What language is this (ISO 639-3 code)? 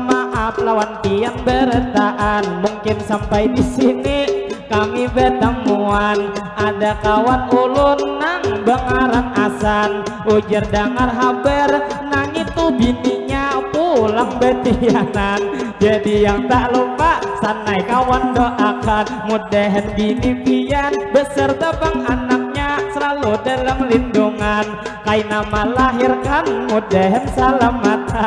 bjn